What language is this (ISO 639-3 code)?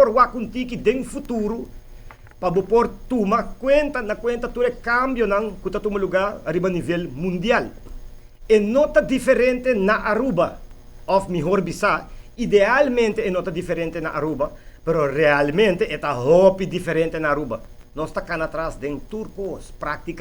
pap